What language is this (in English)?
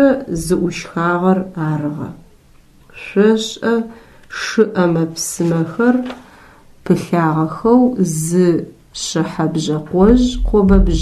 Adyghe